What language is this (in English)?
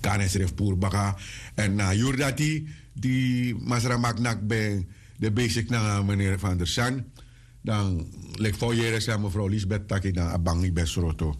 Sranan Tongo